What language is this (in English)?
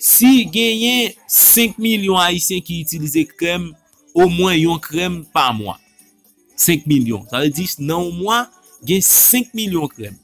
Haitian Creole